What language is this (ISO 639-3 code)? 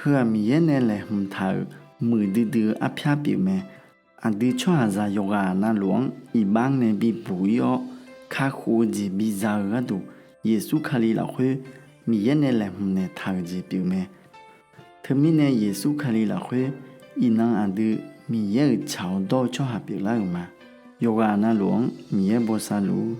ahk